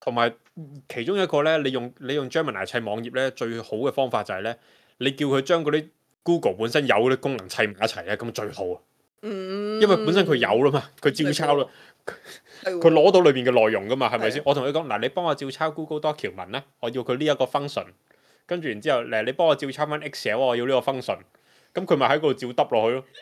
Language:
Cantonese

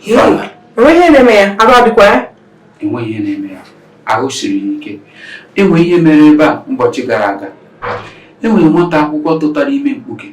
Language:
Igbo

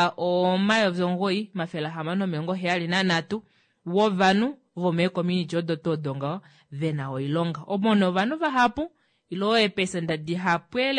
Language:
Kuanyama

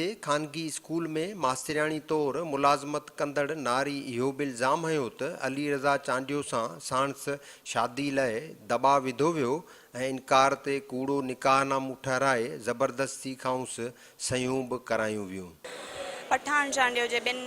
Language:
Sindhi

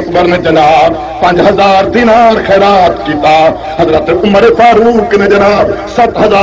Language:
Saraiki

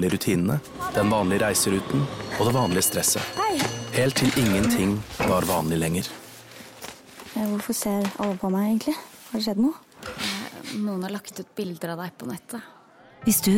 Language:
Norwegian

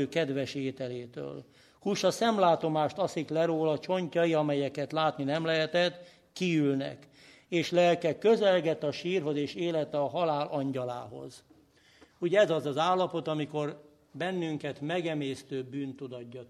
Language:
Hungarian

